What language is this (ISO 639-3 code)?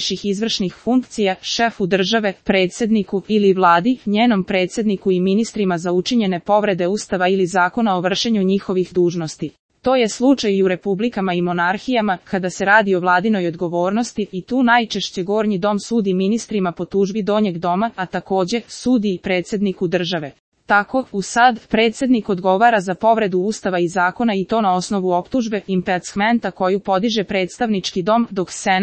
srp